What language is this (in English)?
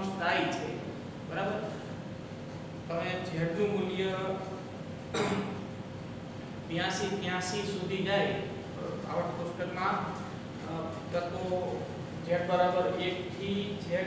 Gujarati